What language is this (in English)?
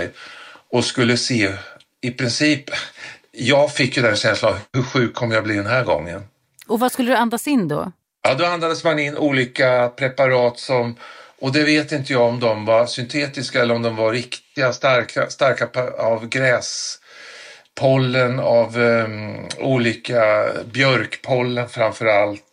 Swedish